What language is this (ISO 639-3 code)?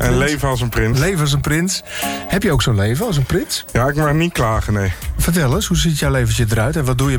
nld